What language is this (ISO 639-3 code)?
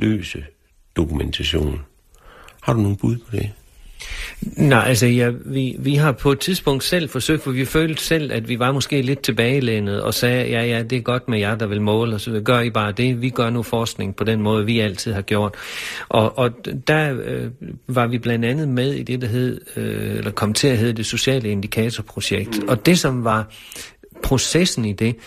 dan